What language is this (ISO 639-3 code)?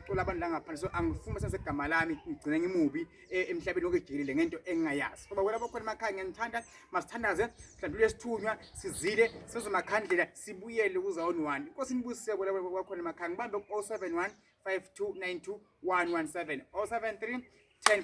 zul